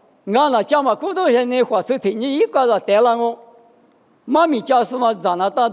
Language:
Lisu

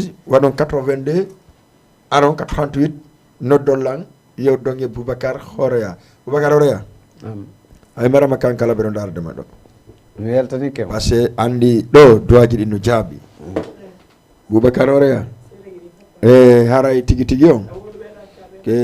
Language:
Fula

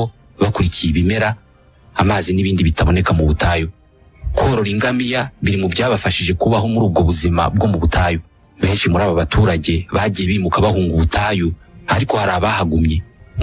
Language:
Kinyarwanda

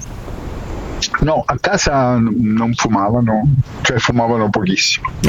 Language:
Italian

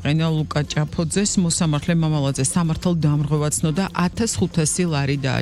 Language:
Georgian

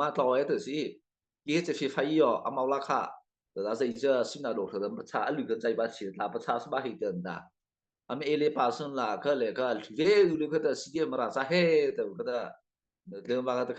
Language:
Mara Chin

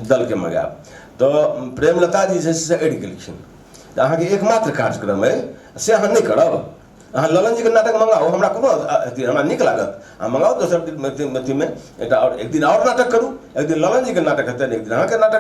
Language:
Maithili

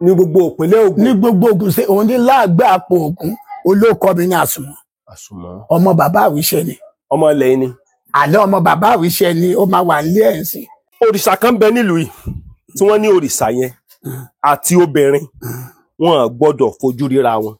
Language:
Yoruba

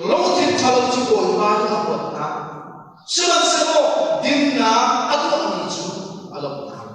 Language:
Hakha Chin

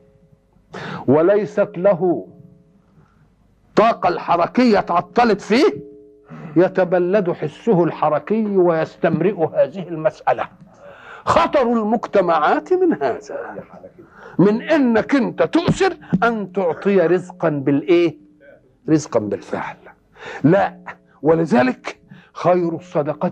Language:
Egyptian Arabic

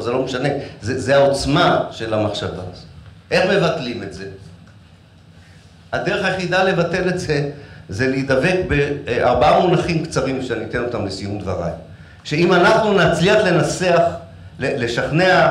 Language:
Hebrew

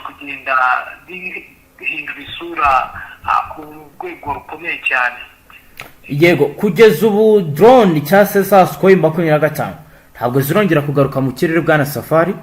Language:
Kinyarwanda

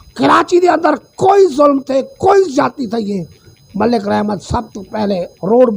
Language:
Saraiki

